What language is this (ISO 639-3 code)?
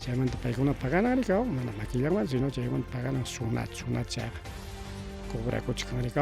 quy